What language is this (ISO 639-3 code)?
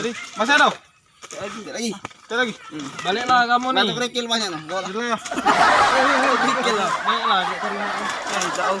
mui